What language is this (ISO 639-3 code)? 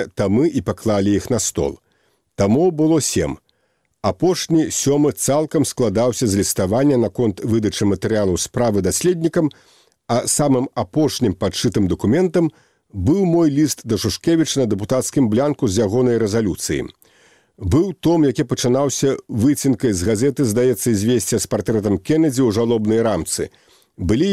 bel